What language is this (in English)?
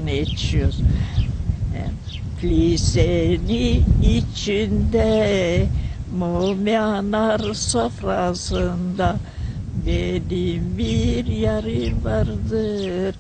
Gagauz